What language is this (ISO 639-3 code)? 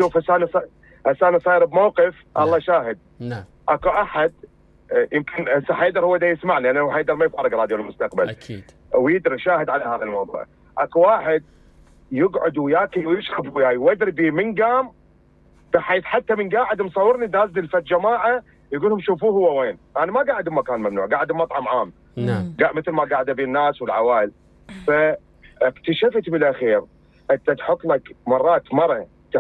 acm